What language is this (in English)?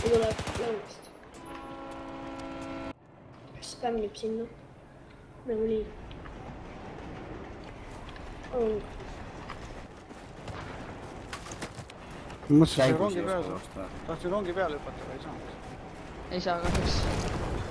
Estonian